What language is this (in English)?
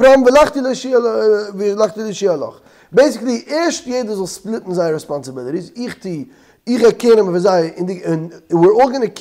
Yiddish